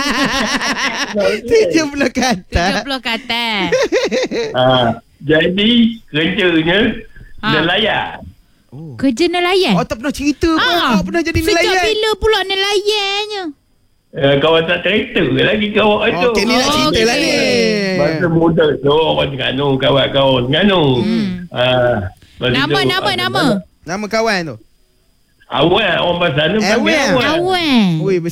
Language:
Malay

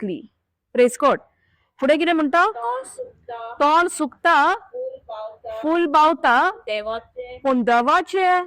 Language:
Konkani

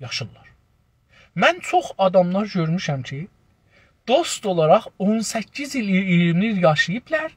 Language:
South Azerbaijani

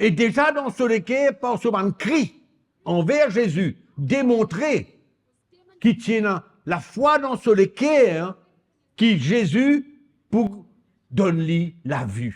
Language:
Morisyen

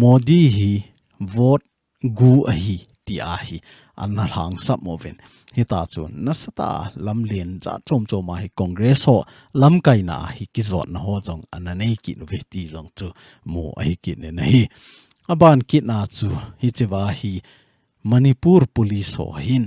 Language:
Thado Chin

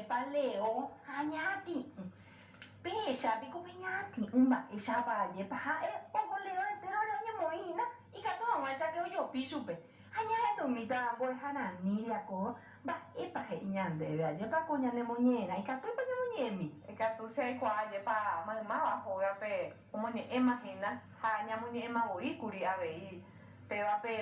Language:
Guarani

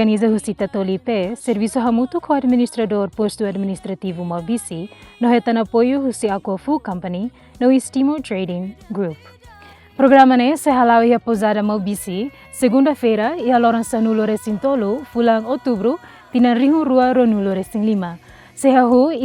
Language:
Tetum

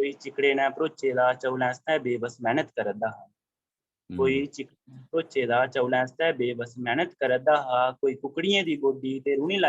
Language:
Dogri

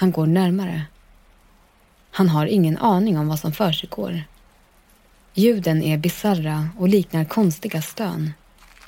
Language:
Swedish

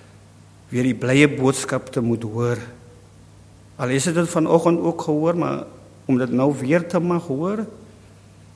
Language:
Afrikaans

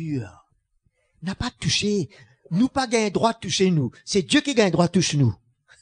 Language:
Morisyen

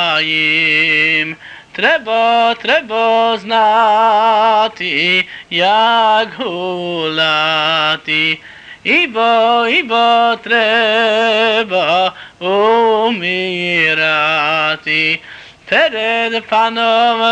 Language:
Serbian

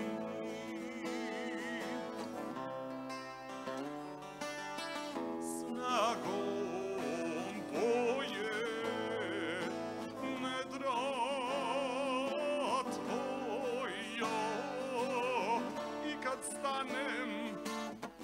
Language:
Serbian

